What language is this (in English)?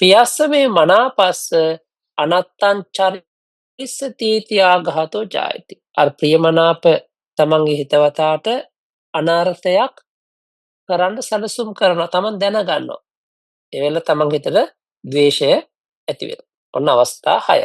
Sinhala